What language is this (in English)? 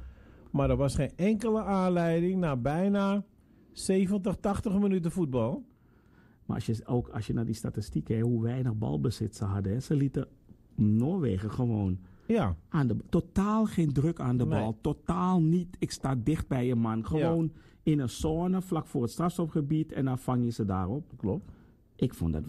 Dutch